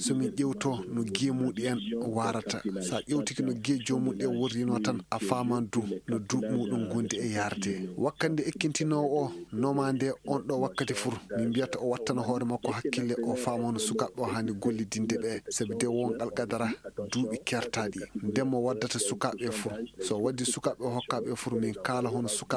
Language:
Maasina Fulfulde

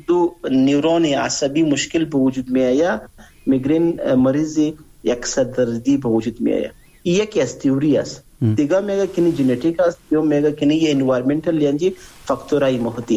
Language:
Persian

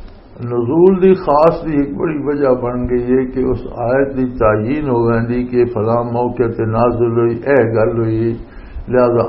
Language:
Western Panjabi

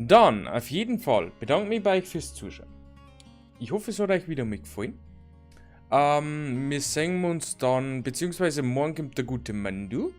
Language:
Bavarian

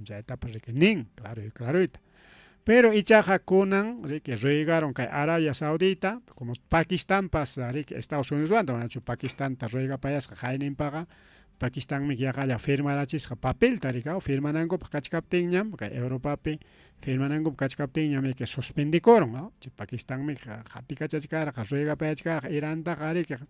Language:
Ayacucho Quechua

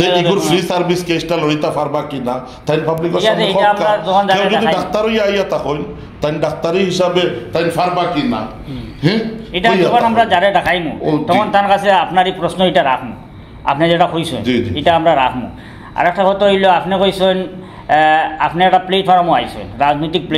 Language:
Sylheti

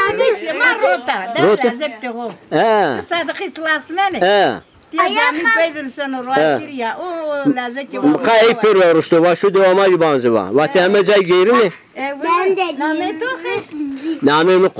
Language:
Zaza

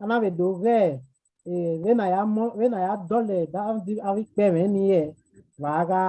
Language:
Bini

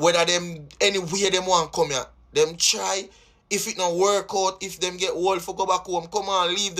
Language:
Jamaican Creole English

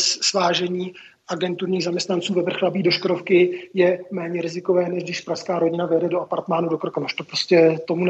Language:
Czech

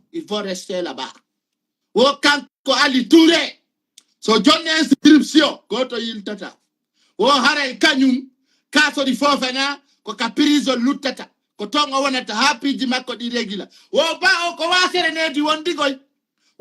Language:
Fula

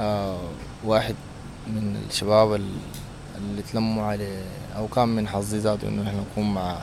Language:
Sudanese Arabic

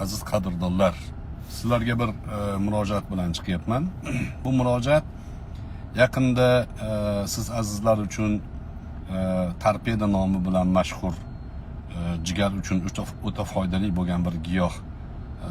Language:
Uzbek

